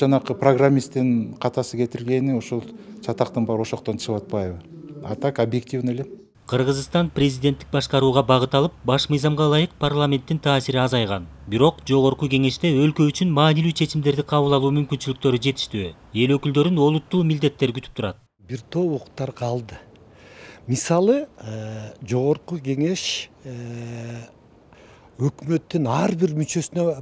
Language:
Kyrgyz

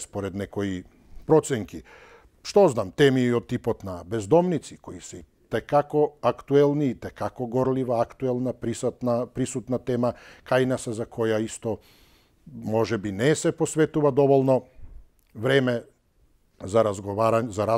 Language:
Macedonian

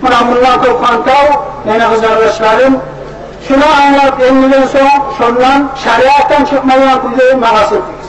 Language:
Kumyk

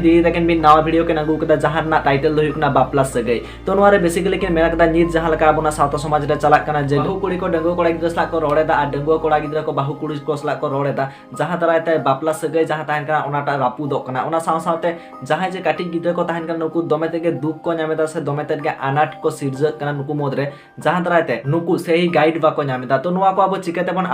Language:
Santali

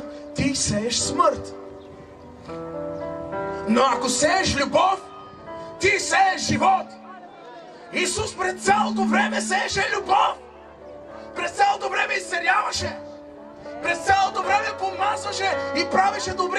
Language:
Bulgarian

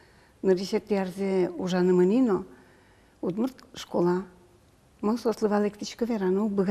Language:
Udmurt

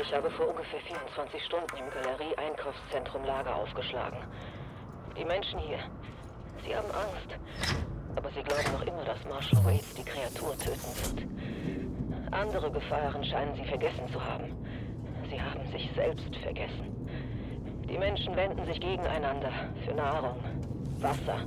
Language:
Bavarian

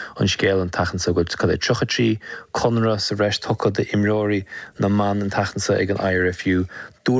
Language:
Irish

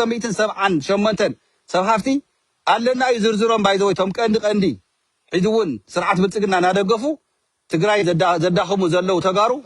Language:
Tigrinya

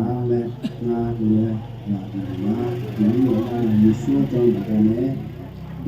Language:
Akha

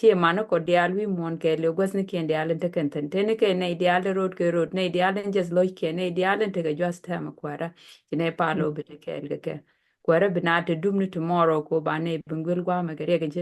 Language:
Nuer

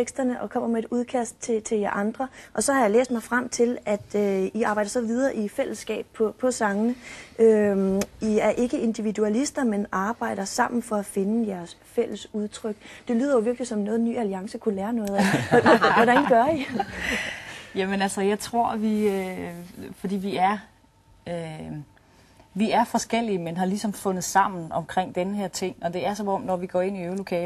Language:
Danish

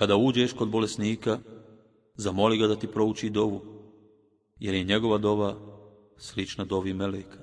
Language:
Bosnian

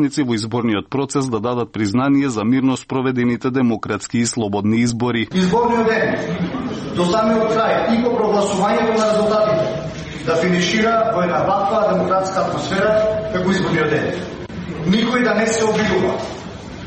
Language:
Macedonian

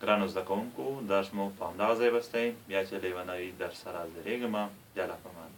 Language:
Pashto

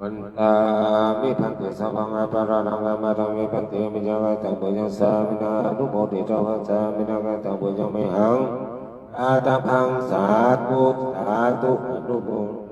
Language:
Pali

